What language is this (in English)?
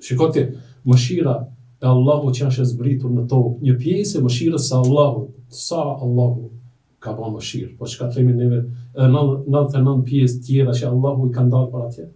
Albanian